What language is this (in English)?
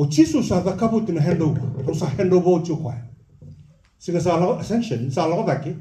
Fijian